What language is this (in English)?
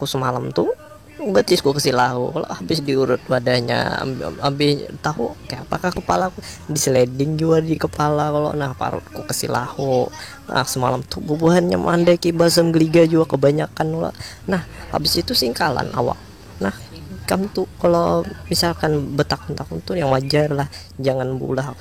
Banjar